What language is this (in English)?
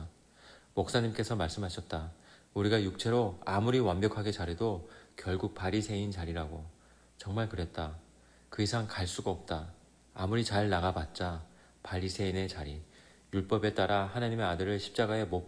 Korean